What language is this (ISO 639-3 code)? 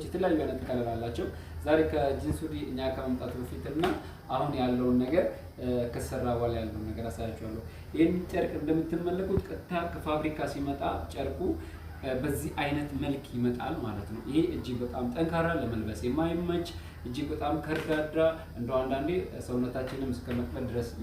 amh